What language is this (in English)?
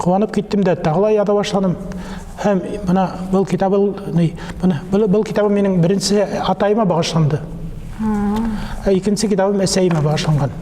Bashkir